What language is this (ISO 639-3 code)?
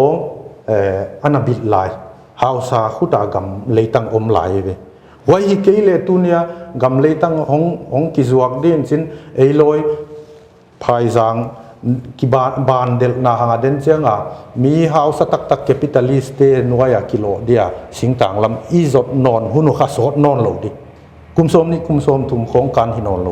pck